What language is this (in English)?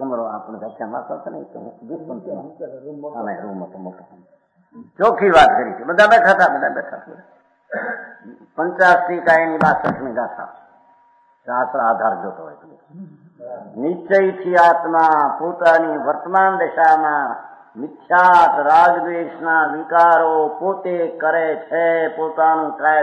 Gujarati